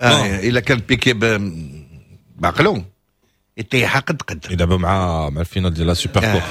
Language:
Moroccan Arabic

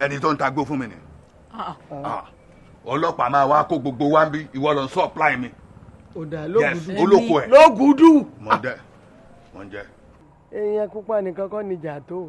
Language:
Yoruba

